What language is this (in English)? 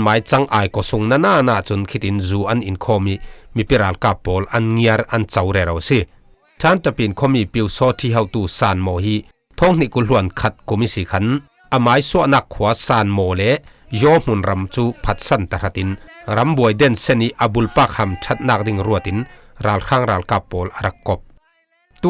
Falam Chin